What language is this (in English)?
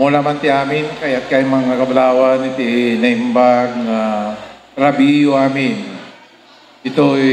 Iloko